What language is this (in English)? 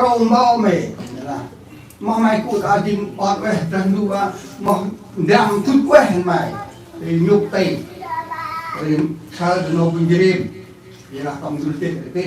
Central Mnong